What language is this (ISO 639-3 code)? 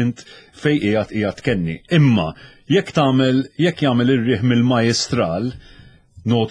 mlt